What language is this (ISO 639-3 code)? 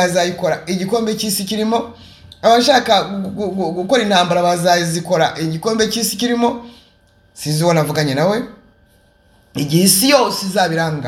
kin